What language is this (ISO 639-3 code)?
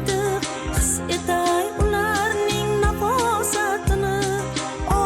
kaa